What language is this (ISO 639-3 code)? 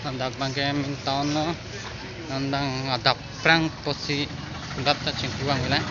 mjw